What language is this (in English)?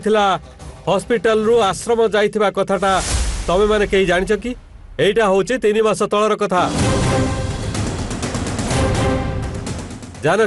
Odia